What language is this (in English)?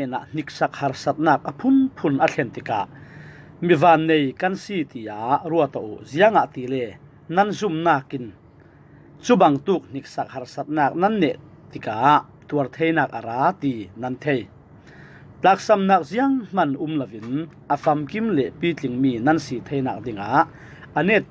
Falam Chin